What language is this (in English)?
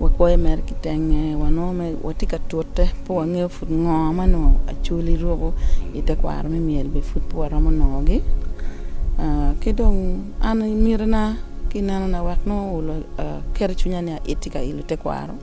Acoli